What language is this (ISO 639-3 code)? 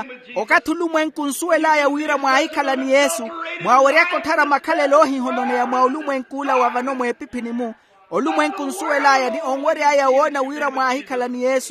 vmw